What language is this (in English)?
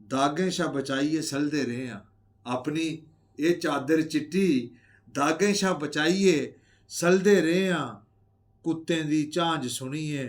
Dogri